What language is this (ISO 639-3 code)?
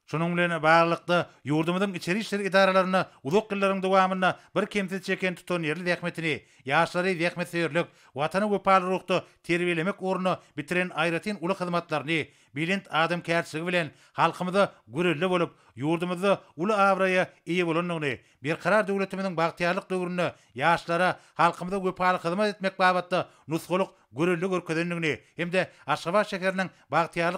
tuk